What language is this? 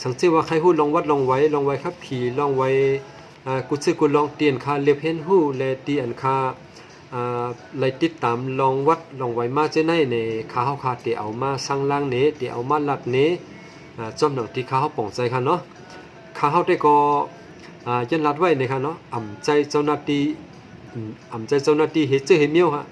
Shan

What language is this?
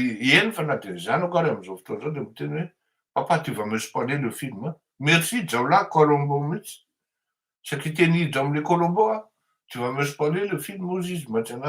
Malagasy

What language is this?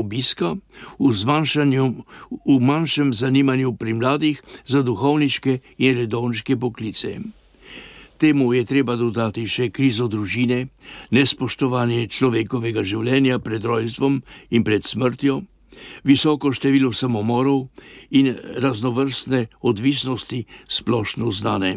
Slovenian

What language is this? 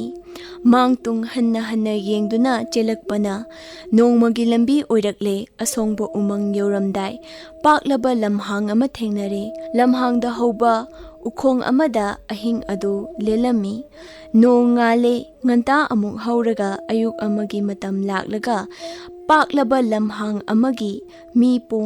Manipuri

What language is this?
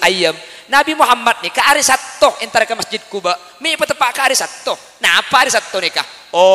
Madurese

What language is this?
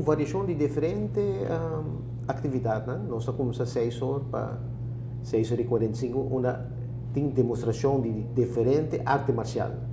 Papiamento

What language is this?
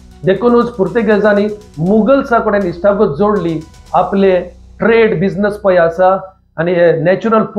Konkani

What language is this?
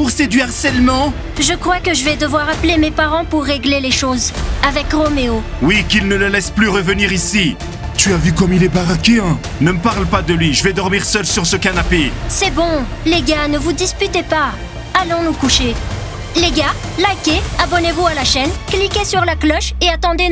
French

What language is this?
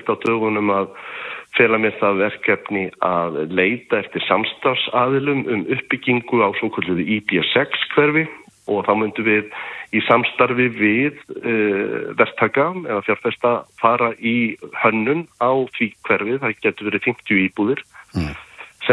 Icelandic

